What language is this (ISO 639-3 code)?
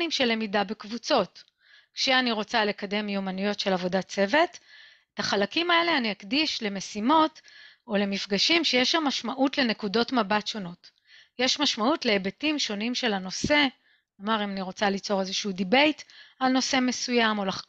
heb